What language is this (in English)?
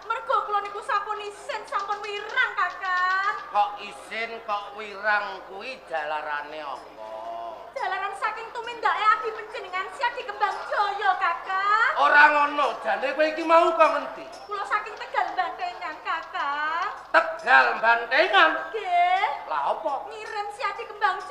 Javanese